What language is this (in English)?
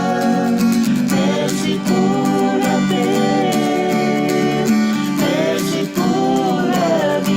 Tahitian